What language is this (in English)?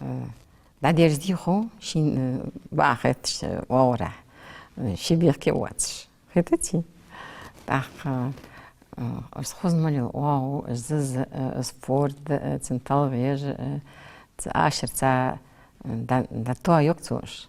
Ingush